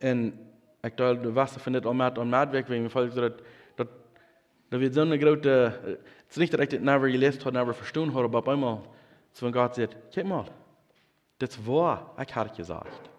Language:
Plautdietsch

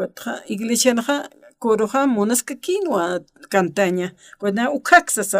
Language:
Aymara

